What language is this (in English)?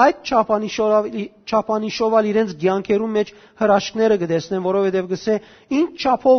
Western Armenian